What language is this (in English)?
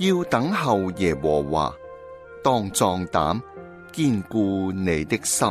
Cantonese